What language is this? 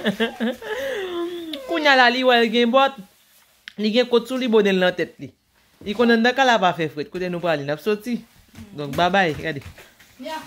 Haitian Creole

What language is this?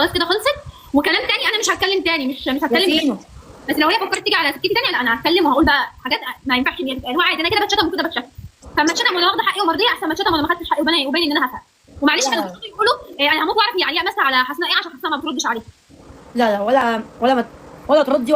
Egyptian Arabic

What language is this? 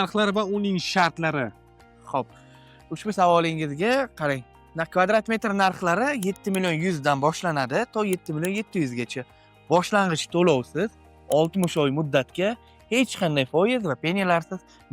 Uzbek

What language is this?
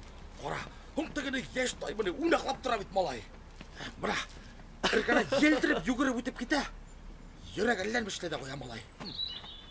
Bashkir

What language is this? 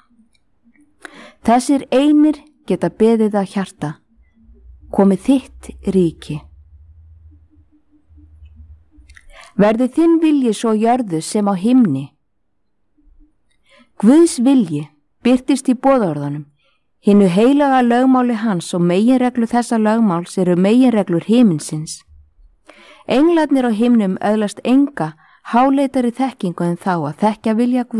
Icelandic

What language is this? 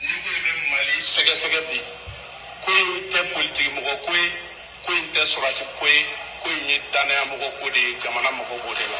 Bambara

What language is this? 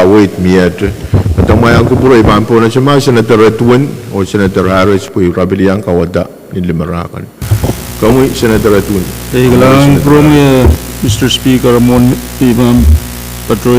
Pohnpeian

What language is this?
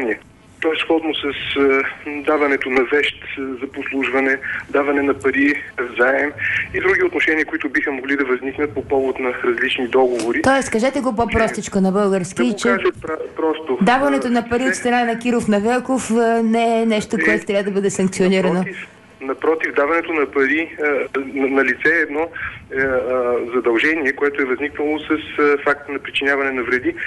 Bulgarian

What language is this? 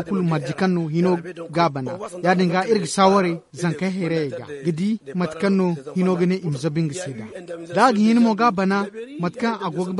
Zarma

